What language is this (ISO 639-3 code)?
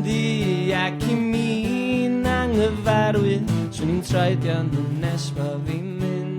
cym